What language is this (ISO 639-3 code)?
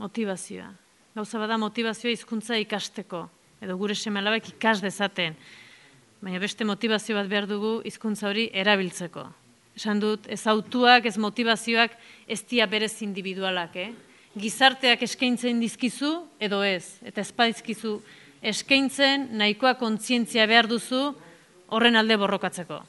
eus